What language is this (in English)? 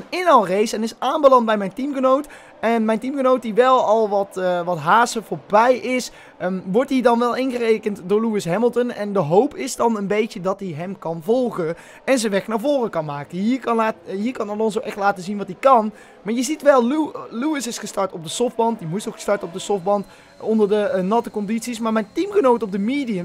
Dutch